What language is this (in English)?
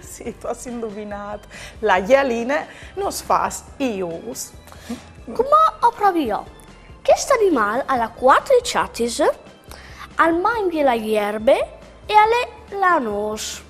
Friulian